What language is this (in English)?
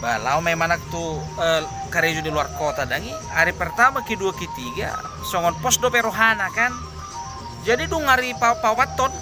Batak Toba